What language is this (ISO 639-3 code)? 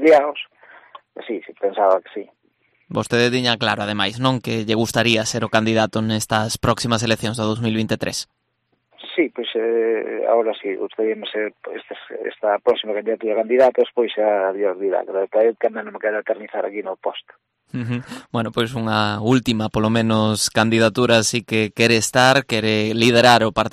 glg